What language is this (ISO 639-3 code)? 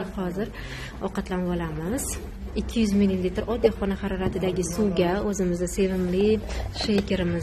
uzb